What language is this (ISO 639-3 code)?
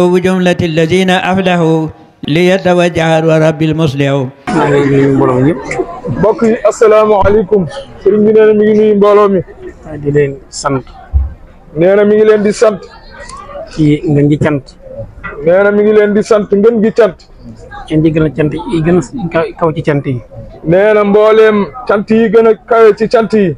wol